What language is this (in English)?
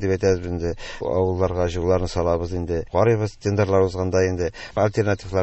Tatar